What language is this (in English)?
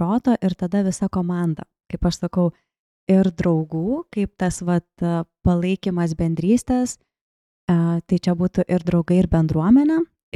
Lithuanian